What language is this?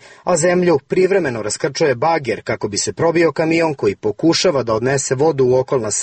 Serbian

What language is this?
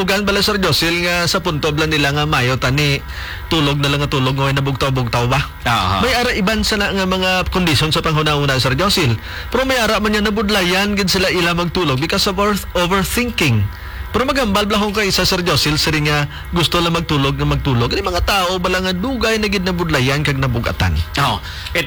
Hiligaynon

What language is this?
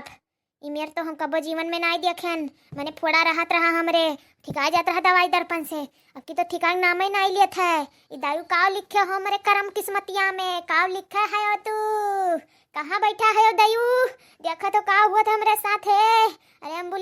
Awadhi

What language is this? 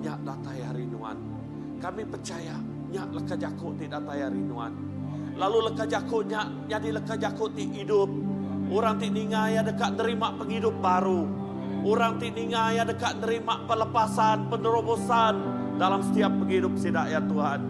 Iban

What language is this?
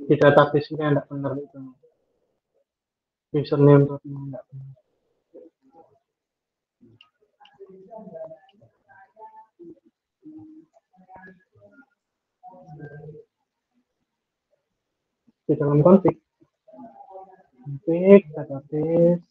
Indonesian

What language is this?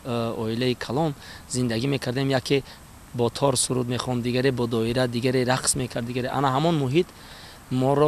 Tajik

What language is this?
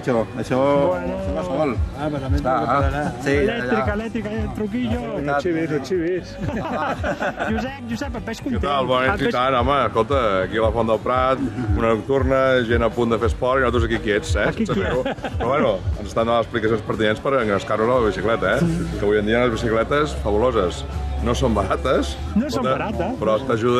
Catalan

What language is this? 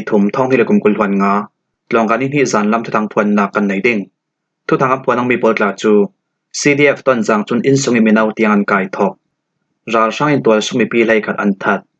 Falam Chin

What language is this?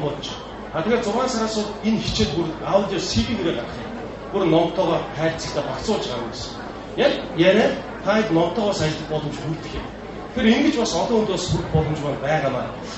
Mongolian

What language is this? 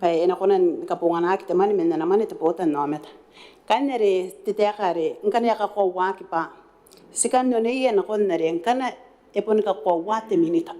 Gilbertese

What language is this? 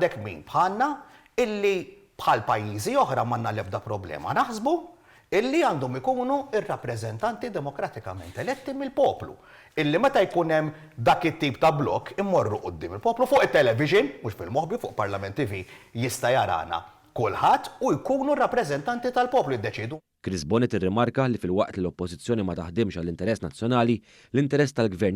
Maltese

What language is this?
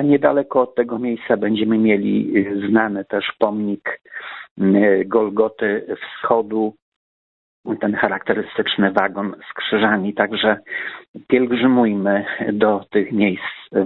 Polish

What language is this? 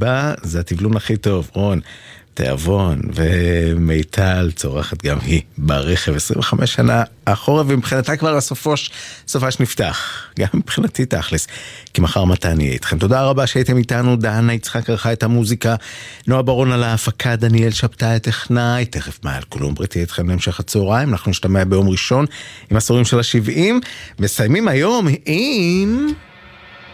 Hebrew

